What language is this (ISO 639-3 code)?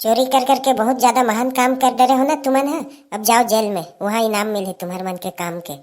hne